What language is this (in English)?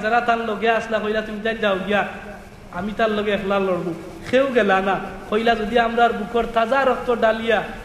Sylheti